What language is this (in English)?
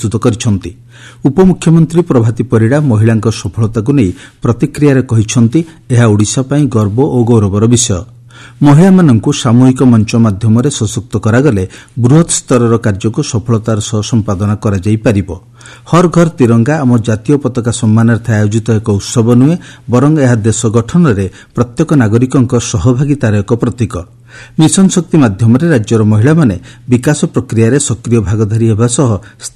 Odia